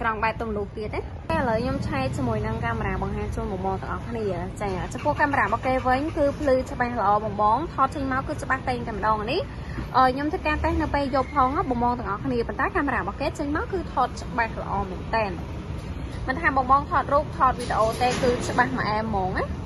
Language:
Khmer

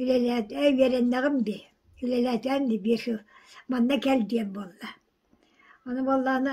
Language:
Yakut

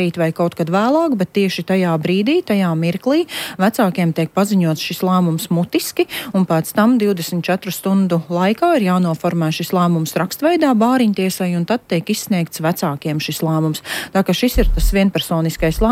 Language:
Latvian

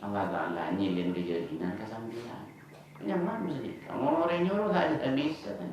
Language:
Madurese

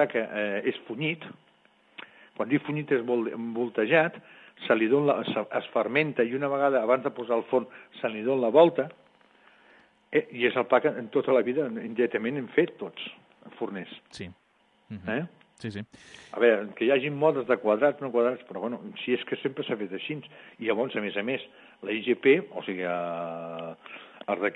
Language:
Catalan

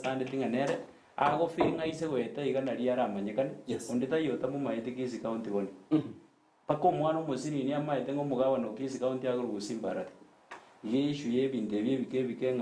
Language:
Gusii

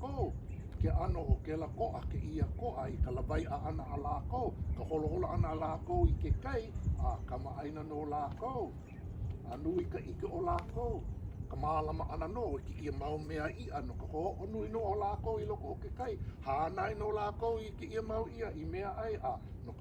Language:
Hawaiian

